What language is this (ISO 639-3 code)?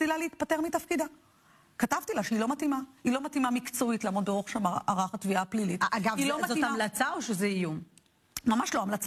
heb